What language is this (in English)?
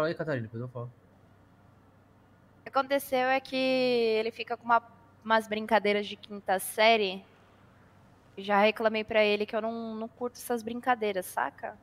Portuguese